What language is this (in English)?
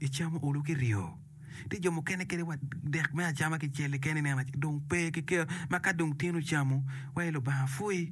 Acoli